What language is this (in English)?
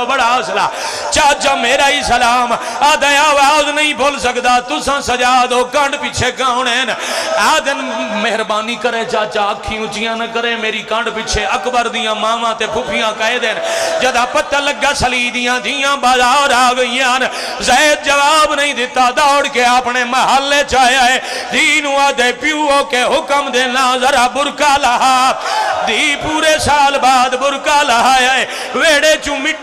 Pahari-Potwari